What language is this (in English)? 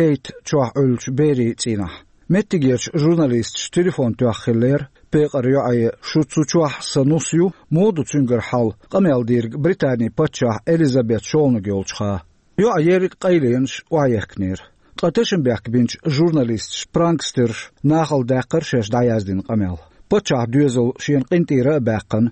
Chechen